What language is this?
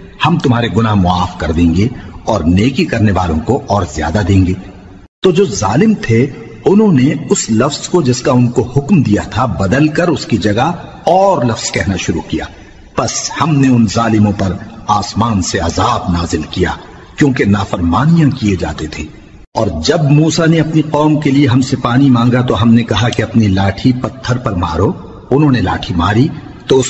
Urdu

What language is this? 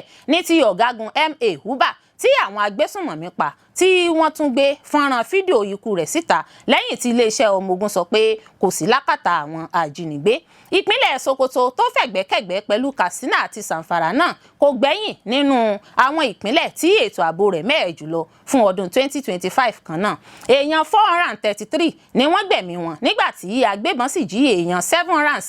Yoruba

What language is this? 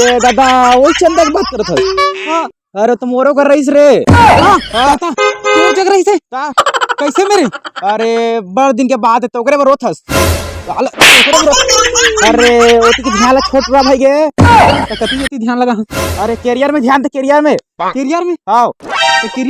Chhattisgarhi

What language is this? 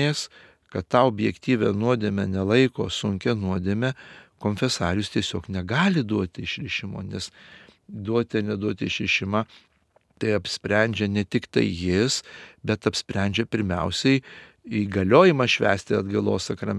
Lithuanian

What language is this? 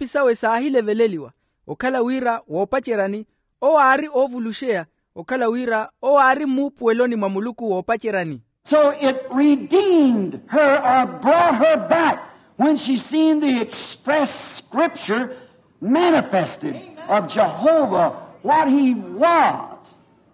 Makhuwa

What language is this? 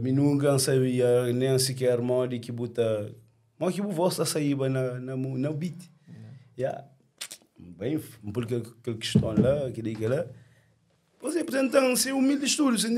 Kabuverdianu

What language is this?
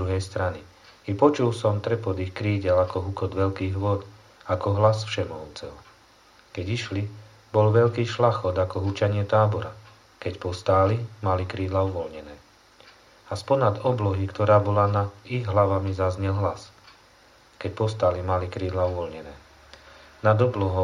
Slovak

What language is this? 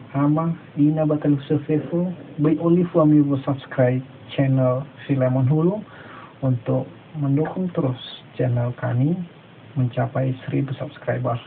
Nias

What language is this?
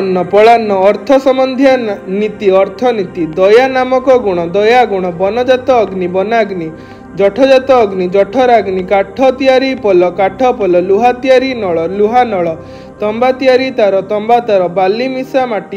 Odia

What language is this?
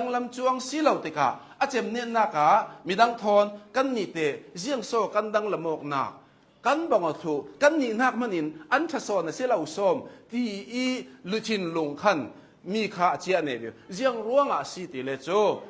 Hakha Chin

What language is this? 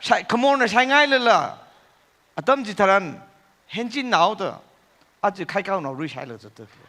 Tangkhul Naga (India)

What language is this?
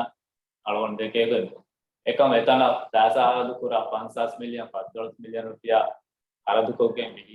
Divehi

